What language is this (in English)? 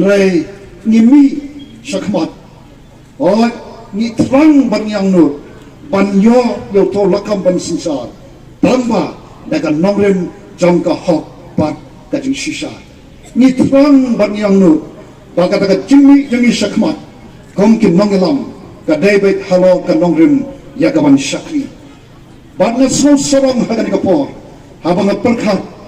Khasi